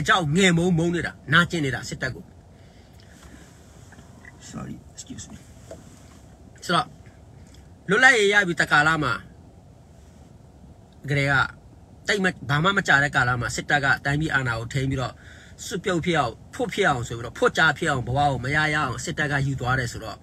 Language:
Burmese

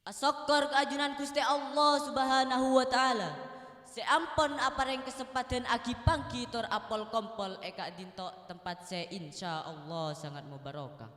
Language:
Madurese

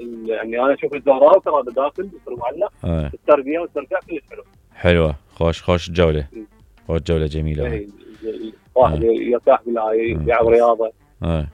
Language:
Mesopotamian Arabic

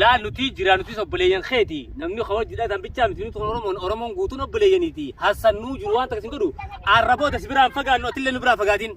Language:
Oromo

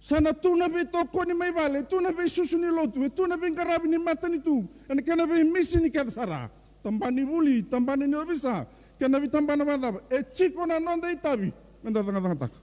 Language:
Fijian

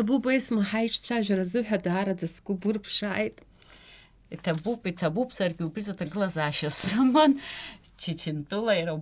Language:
Abkhazian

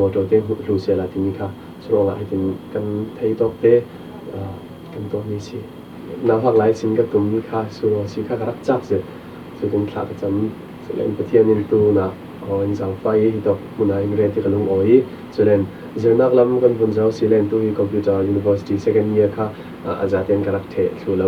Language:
Falam Chin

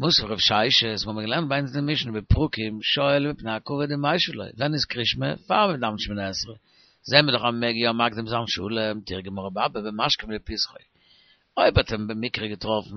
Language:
Yiddish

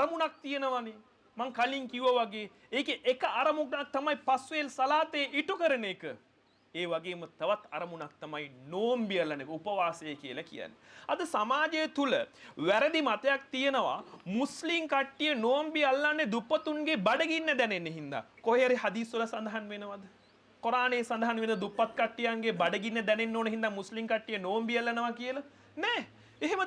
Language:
Sinhala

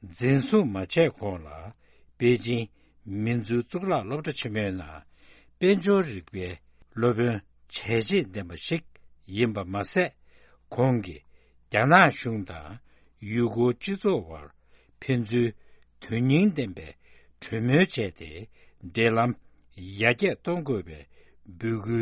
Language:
Tibetan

